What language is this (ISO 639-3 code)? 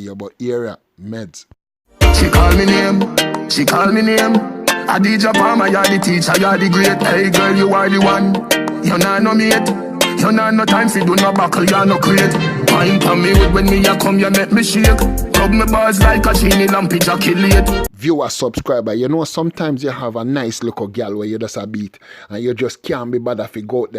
jam